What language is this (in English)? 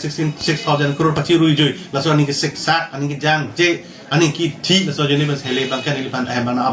Karbi